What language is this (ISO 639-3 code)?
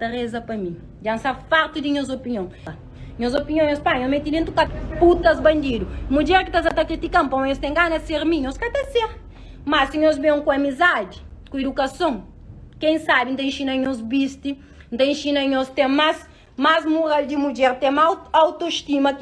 kea